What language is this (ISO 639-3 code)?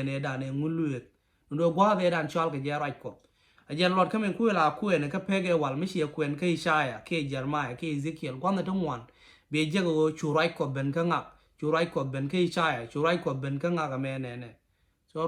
nus